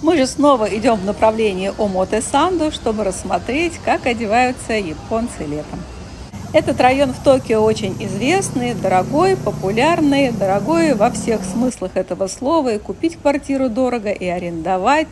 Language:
Russian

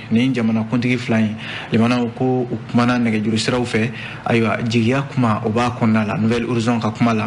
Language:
Bambara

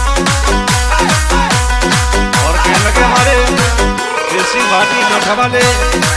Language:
Hindi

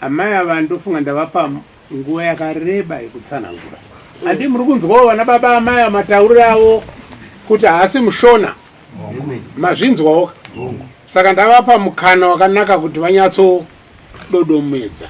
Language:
Shona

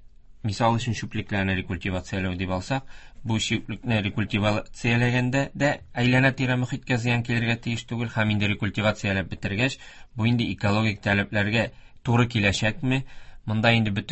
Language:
Tatar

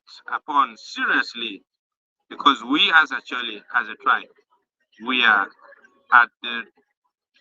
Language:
Acoli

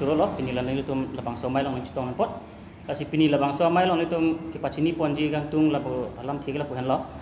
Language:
Karbi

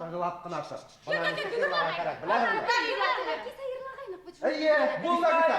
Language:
Bashkir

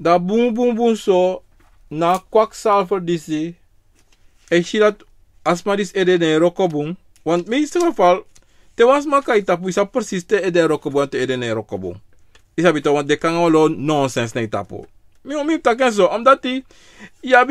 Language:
Sranan Tongo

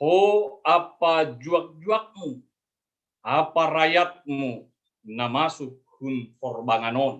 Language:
Batak Simalungun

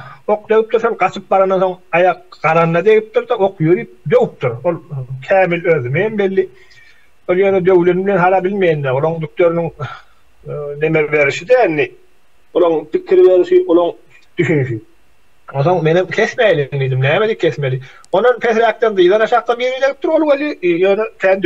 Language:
Turkmen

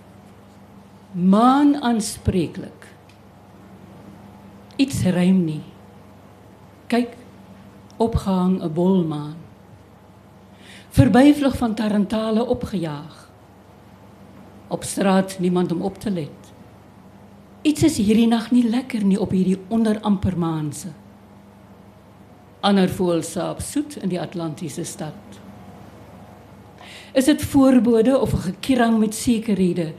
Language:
Afrikaans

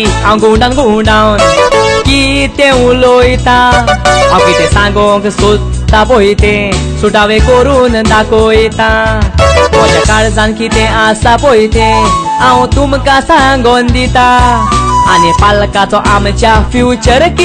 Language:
Konkani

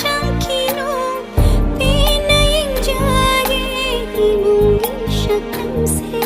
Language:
Manipuri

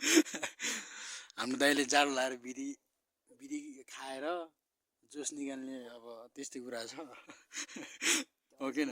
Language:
Nepali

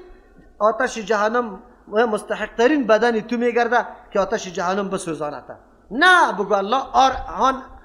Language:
Persian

